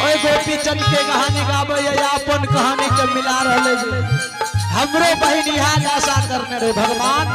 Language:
Angika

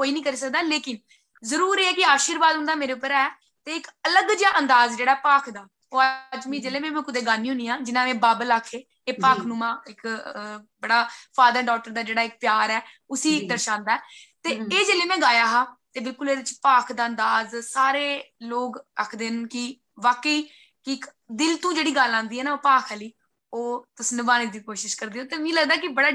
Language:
Dogri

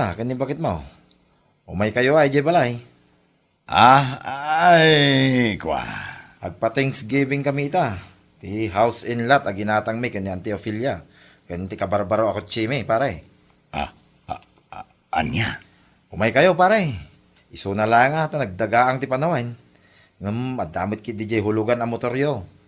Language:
Iloko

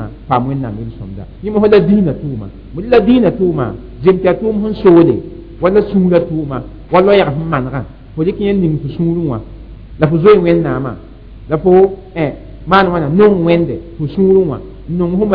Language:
Mossi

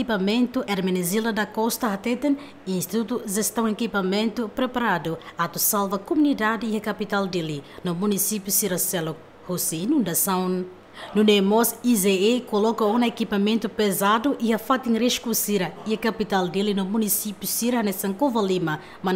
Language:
Tetum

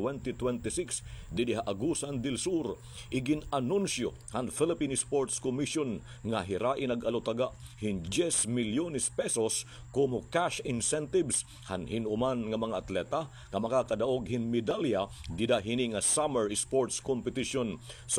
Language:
Waray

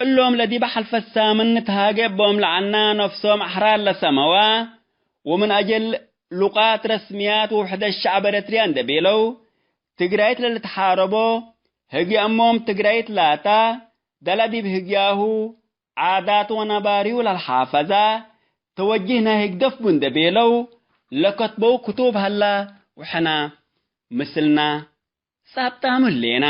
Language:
Tigre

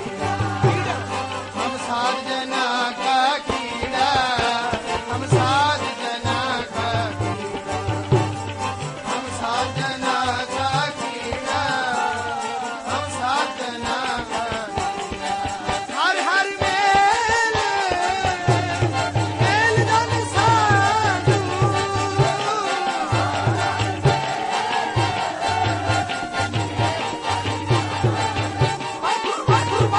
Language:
Punjabi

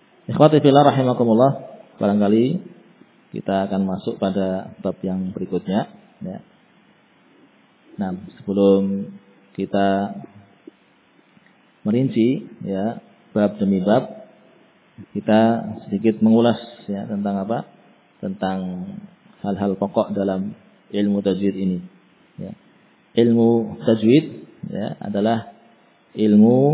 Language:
Indonesian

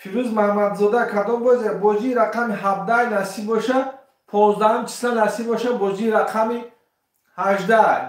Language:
Tajik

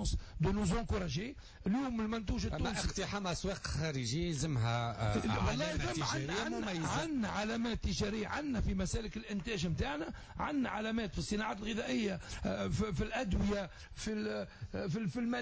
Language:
Tunisian Arabic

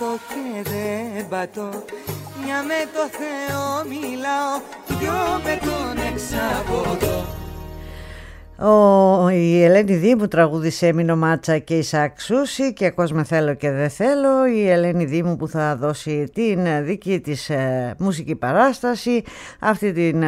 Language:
Greek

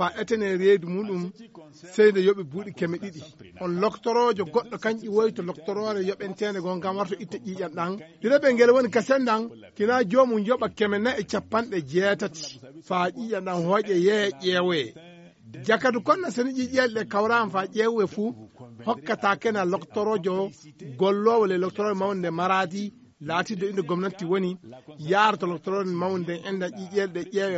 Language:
Fula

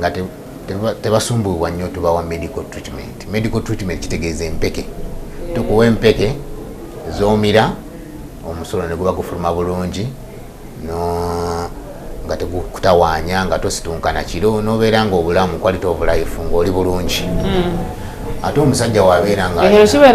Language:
Ganda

